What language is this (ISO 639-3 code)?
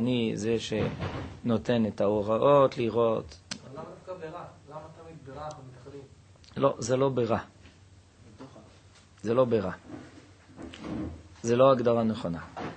heb